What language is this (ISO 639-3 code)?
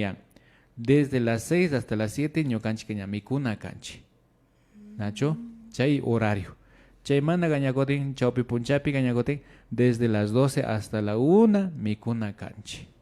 qvi